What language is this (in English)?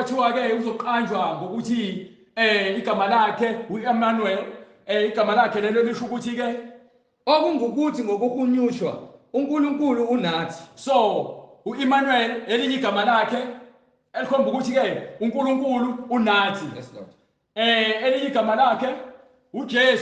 Zulu